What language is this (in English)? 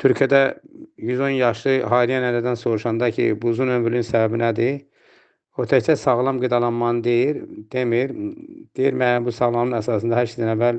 Azerbaijani